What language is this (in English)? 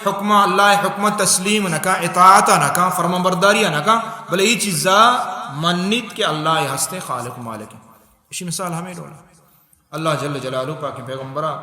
Baluchi